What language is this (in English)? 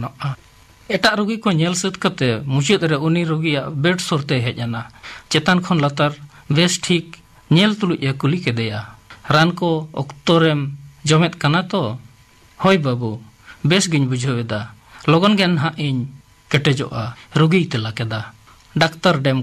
Santali